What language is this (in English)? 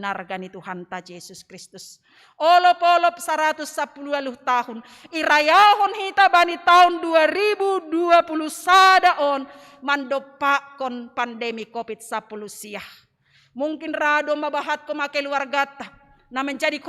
Batak Simalungun